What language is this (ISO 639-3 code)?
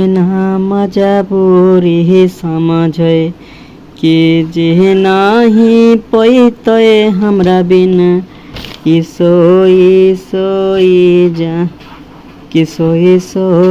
mag